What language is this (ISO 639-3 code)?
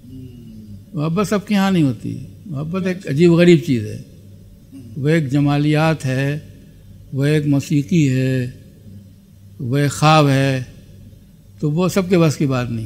urd